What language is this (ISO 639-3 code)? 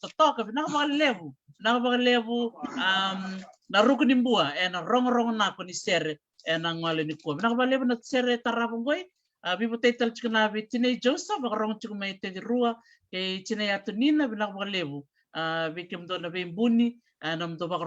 fij